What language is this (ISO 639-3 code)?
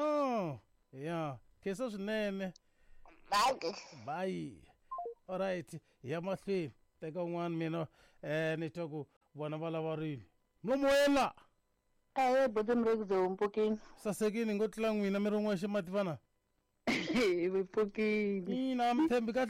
tso